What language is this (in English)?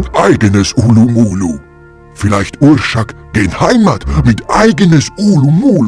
Bavarian